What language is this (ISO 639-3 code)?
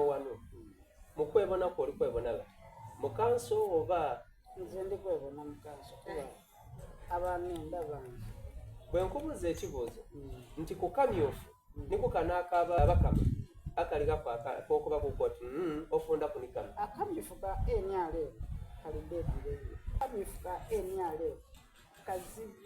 xog